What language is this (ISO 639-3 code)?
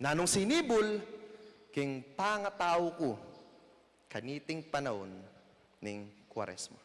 pam